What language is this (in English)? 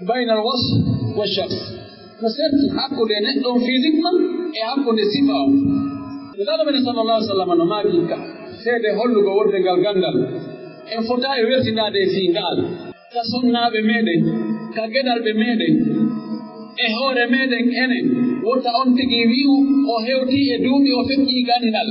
Pular